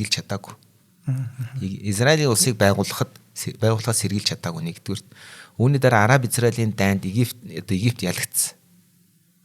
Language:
Mongolian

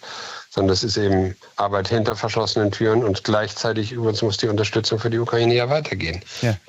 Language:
German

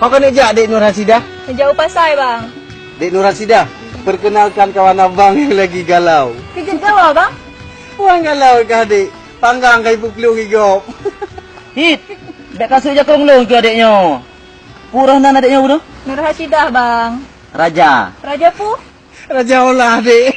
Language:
Achinese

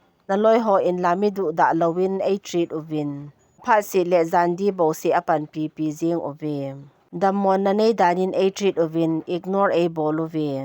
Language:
Thado Chin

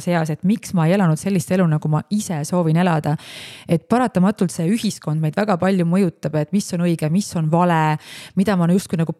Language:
Estonian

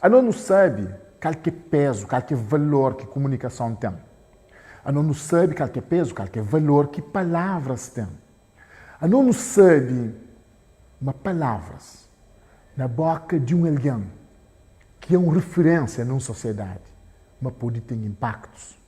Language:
Kabuverdianu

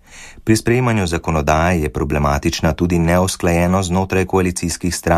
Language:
Slovenian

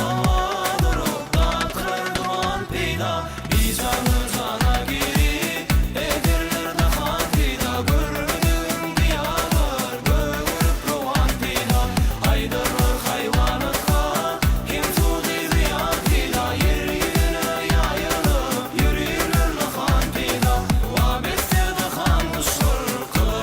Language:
Turkmen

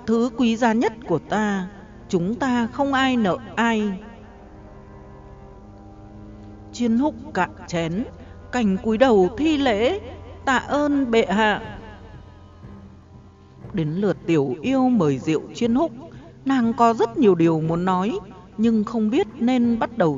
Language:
Vietnamese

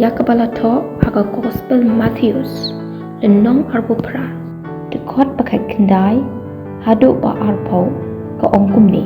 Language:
Khasi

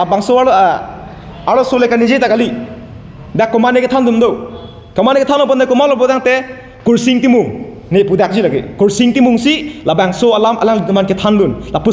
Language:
Karbi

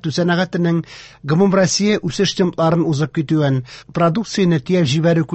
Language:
Tatar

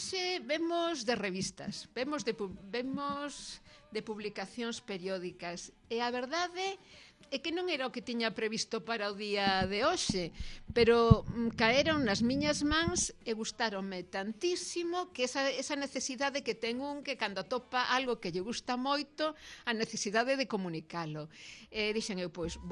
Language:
Galician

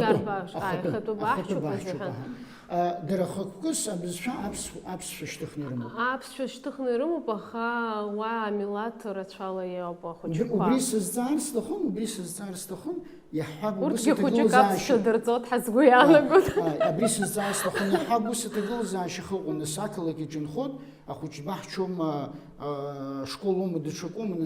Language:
Abkhazian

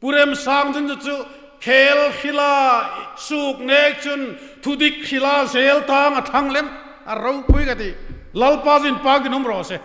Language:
Hmar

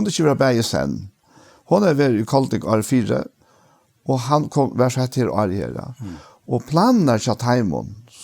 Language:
Faroese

